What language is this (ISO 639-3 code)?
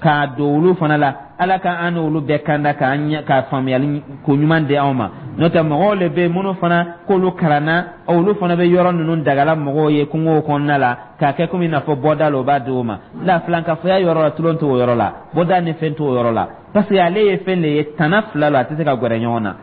dyu